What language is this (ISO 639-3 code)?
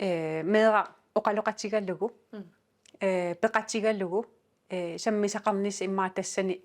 kal